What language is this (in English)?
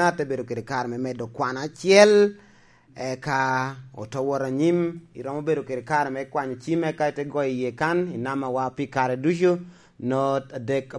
Lango (Uganda)